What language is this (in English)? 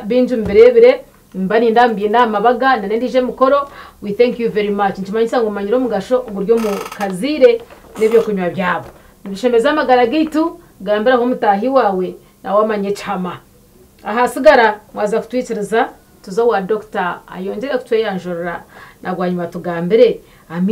Nyankole